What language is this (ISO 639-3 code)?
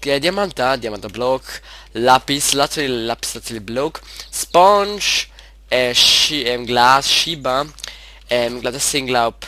gsw